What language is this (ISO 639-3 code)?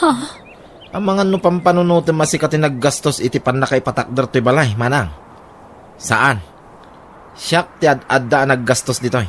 ilo